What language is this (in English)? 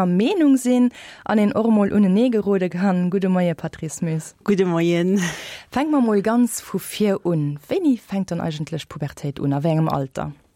Luxembourgish